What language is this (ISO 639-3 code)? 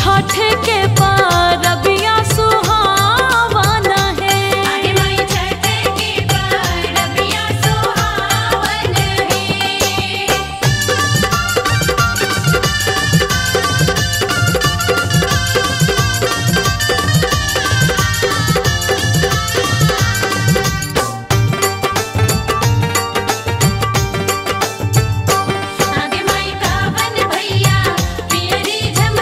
bho